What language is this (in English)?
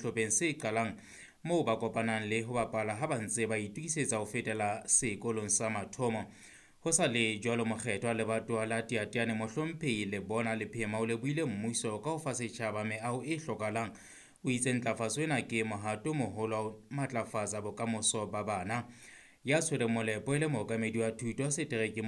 Southern Sotho